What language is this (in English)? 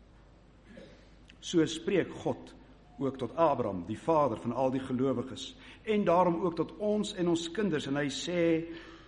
Afrikaans